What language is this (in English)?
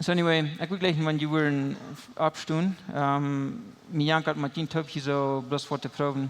Plautdietsch